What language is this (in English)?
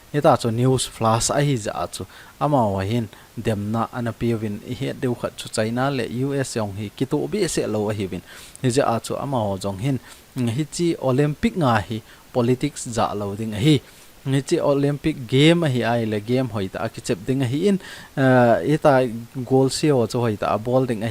Thado Chin